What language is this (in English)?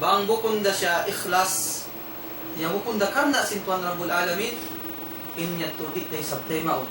Tausug